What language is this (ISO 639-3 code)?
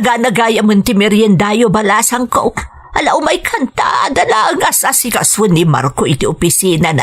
ilo